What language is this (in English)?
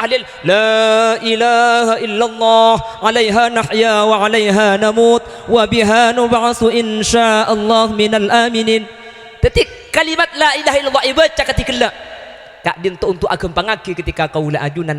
Madurese